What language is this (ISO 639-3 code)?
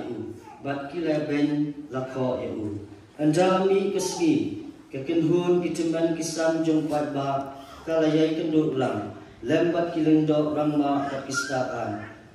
kha